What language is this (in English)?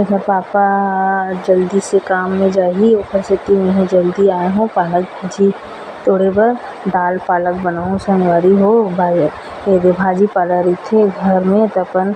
Chhattisgarhi